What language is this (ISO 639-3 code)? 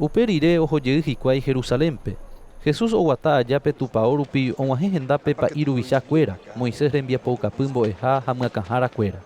grn